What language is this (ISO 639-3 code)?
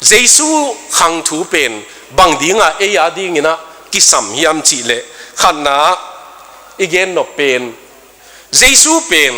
ctd